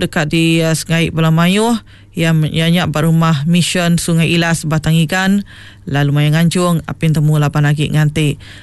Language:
Iban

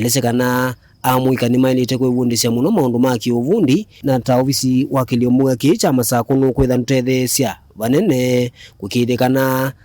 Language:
Kamba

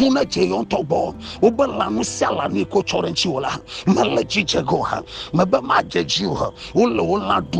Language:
Ewe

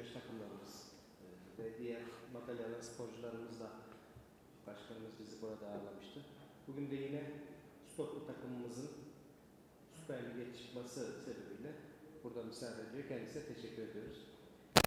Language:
Turkish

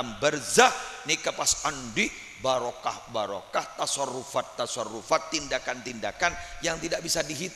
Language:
Madurese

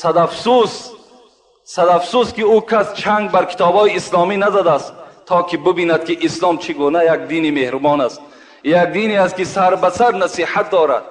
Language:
Tajik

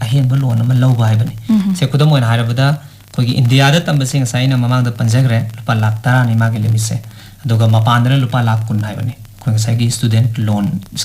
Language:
Manipuri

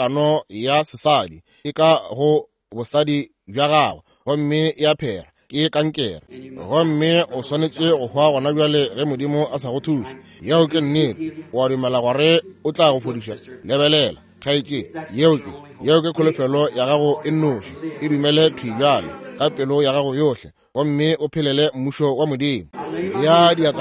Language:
Northern Sotho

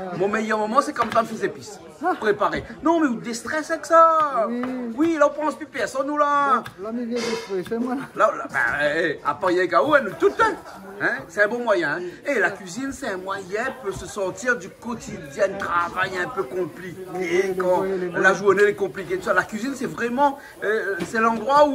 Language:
Réunion Creole French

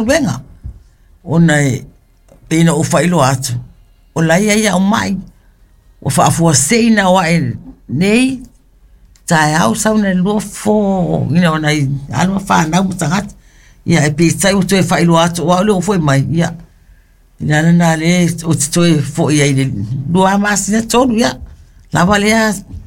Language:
Samoan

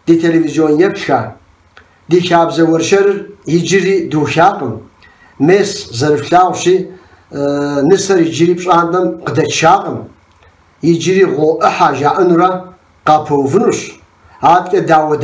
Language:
Kabardian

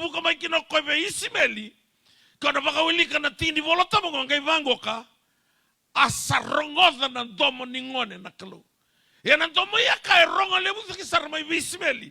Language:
Fijian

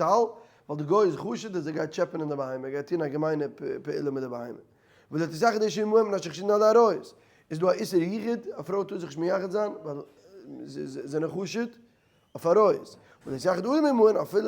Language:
Yiddish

